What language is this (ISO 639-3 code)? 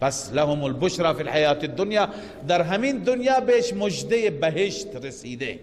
fas